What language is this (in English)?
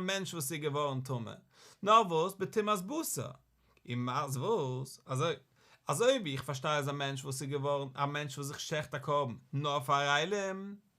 Yiddish